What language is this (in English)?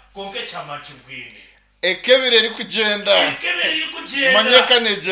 Nyankole